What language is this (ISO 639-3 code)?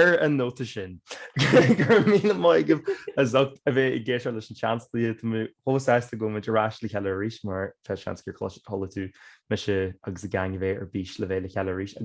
gle